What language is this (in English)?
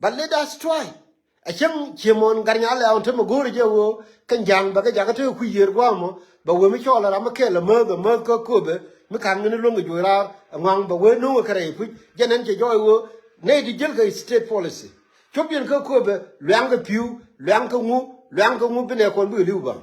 Nuer